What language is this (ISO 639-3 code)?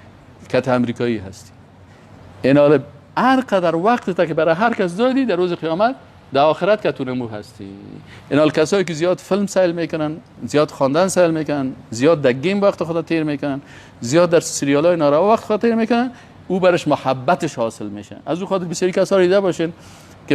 fas